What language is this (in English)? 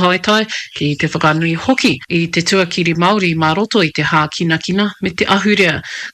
Māori